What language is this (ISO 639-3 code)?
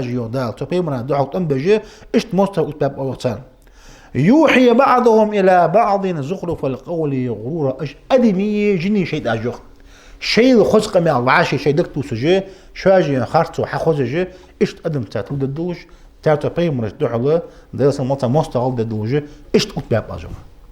inh